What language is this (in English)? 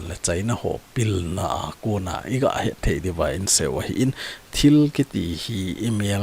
Thado Chin